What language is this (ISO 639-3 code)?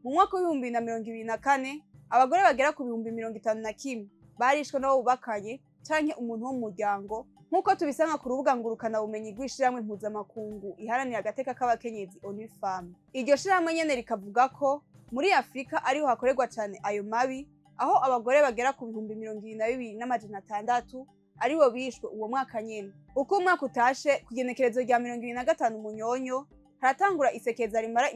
run